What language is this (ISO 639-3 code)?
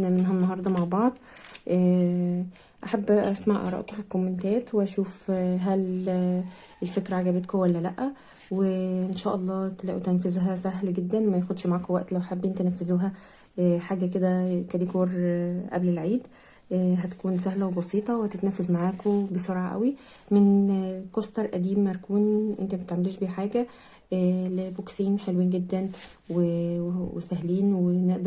arz